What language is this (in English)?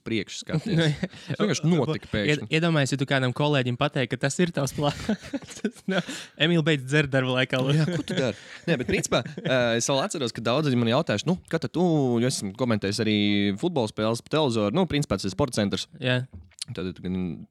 Latvian